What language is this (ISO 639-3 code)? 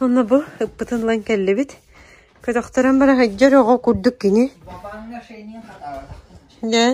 sah